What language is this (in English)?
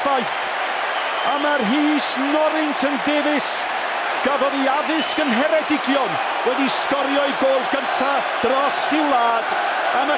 Welsh